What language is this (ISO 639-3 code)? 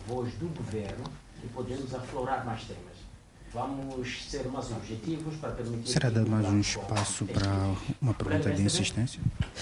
por